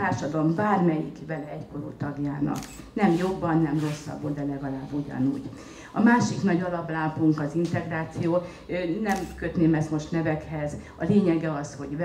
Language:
Hungarian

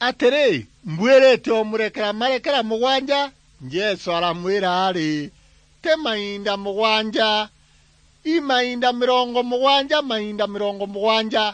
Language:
Meru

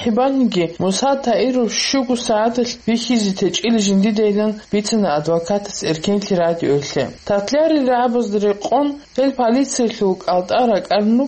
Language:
Avaric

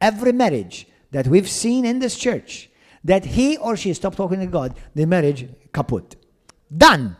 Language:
English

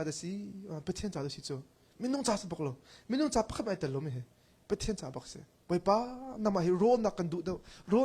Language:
Hakha Chin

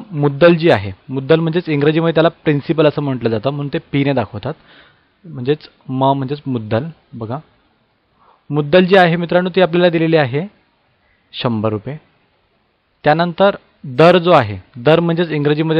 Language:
Marathi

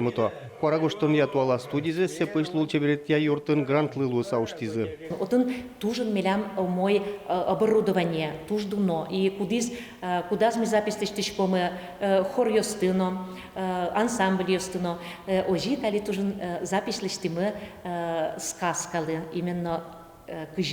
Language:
Udmurt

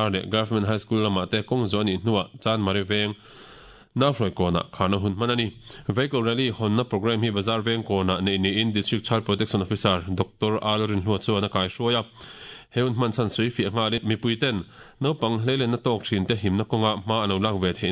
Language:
Mizo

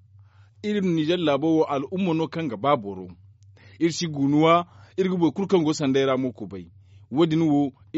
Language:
Zarma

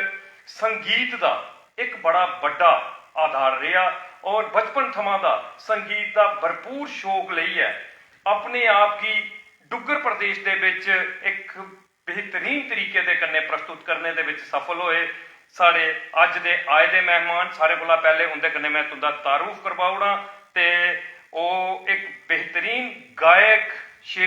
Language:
Dogri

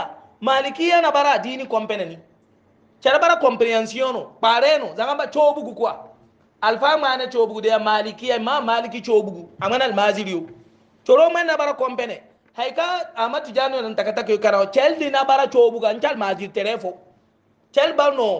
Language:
Hausa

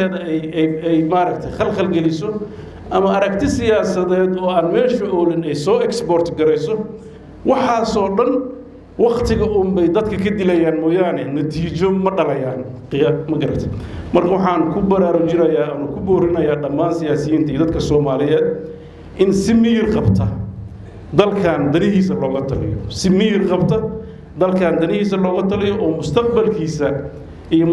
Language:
Somali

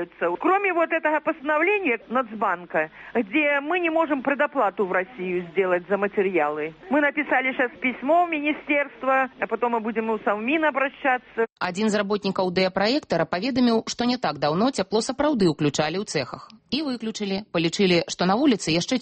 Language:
Belarusian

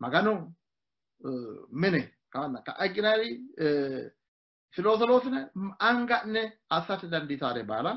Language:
Sidamo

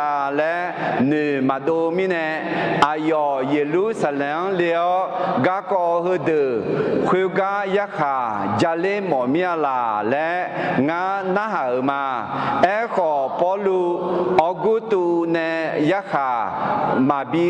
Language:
Akha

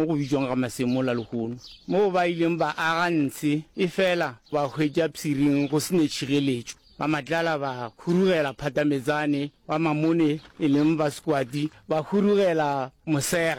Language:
Northern Sotho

